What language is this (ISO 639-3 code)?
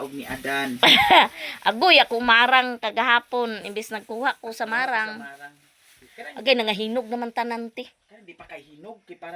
ceb